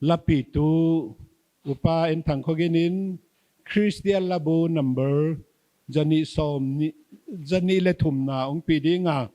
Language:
Paite Chin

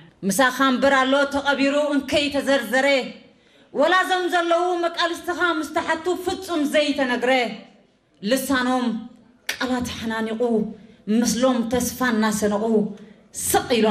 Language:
Tigrinya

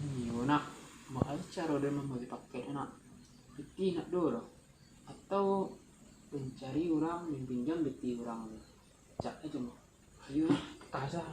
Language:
Minangkabau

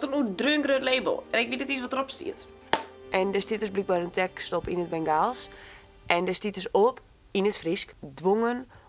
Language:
Western Frisian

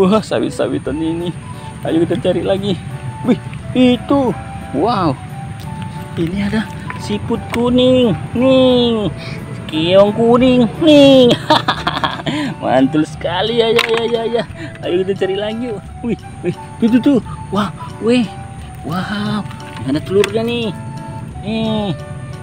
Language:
Indonesian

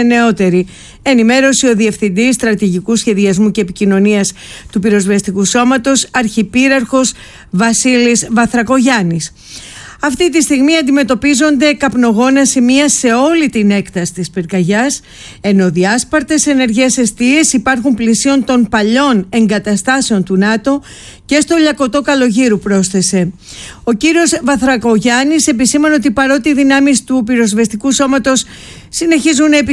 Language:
Greek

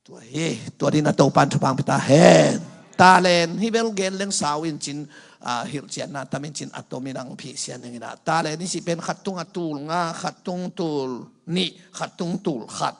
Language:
Tedim Chin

